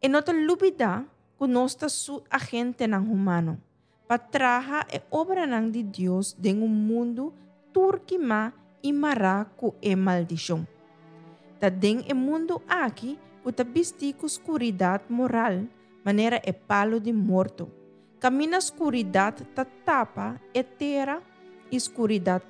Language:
Papiamento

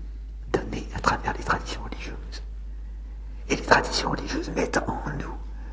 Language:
French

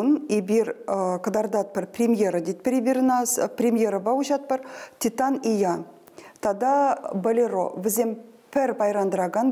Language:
Chuvash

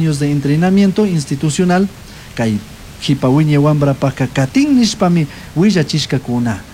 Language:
Chimborazo Highland Quichua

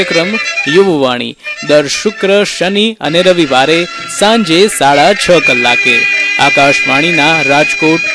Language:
Gujarati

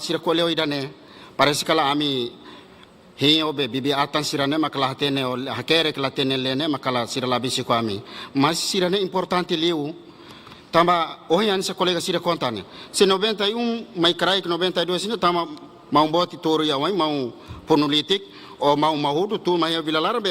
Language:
Tetum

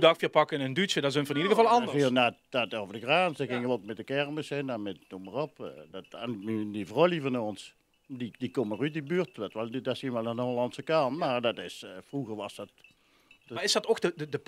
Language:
Limburgish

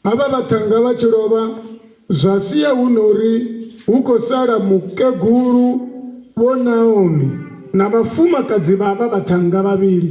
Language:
Venda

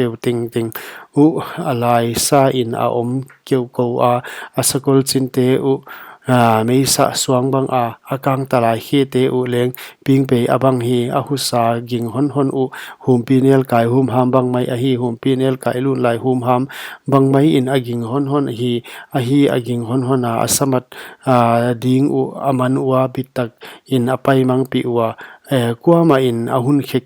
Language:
Paite Chin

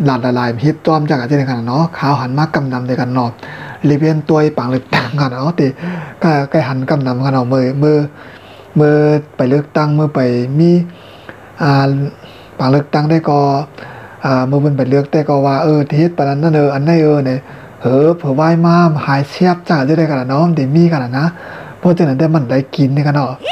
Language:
Shan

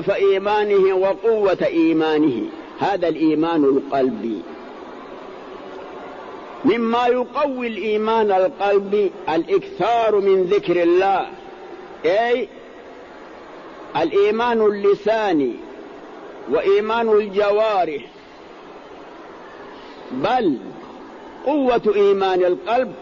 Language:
Arabic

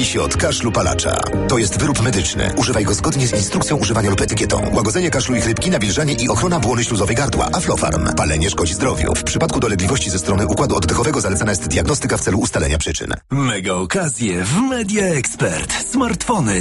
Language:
Polish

